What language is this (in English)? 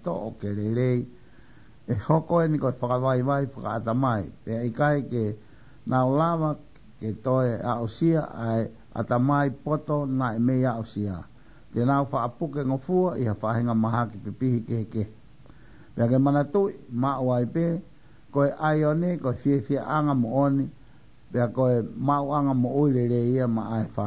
Tongan